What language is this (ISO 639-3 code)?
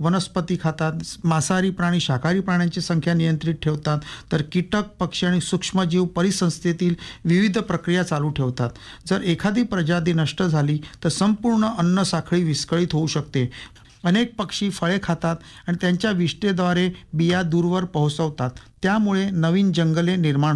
mar